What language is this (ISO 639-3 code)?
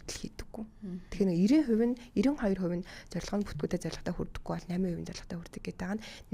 mon